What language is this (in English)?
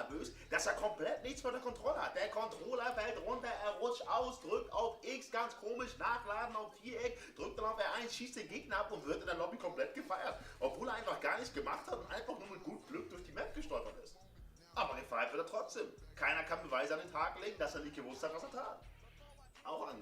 Swiss German